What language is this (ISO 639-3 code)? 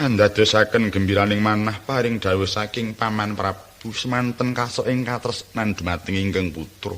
jav